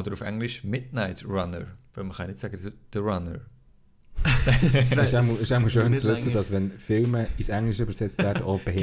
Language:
Swiss German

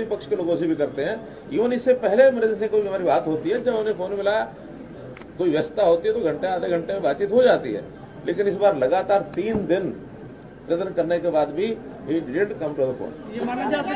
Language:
Hindi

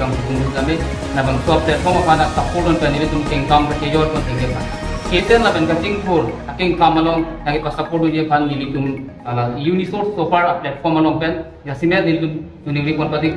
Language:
Karbi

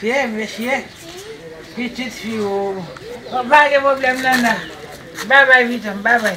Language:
Haitian Creole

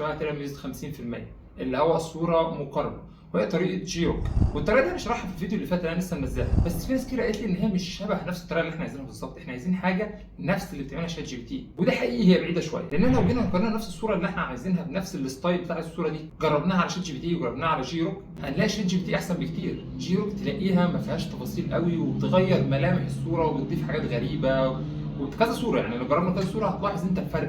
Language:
Egyptian Arabic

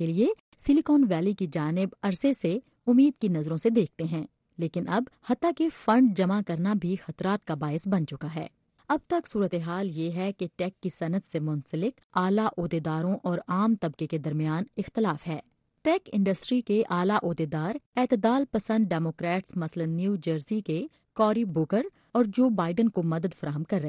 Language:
Urdu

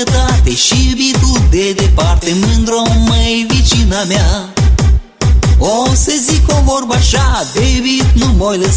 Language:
Romanian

